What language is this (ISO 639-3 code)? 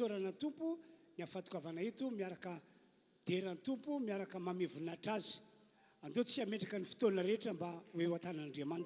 mlg